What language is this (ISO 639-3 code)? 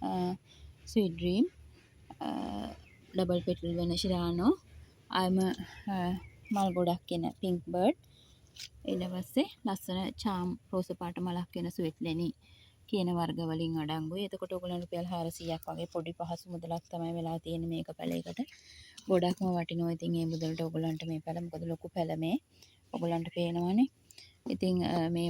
sin